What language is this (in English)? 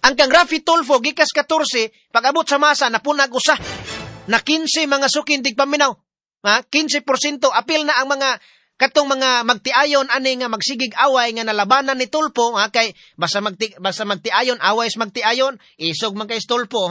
Cebuano